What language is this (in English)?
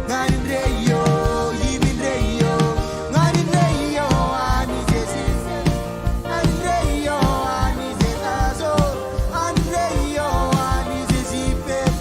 Marshallese